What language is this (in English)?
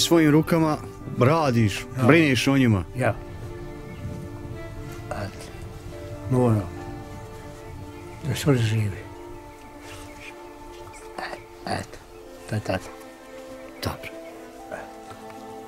Bosnian